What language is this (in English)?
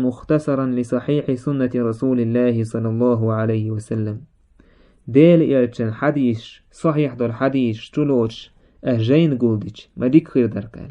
Chechen